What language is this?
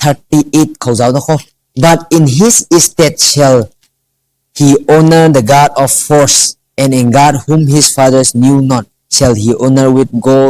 Rongmei Naga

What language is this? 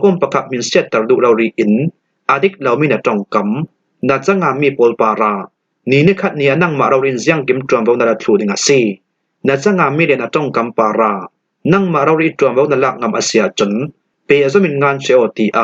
Falam Chin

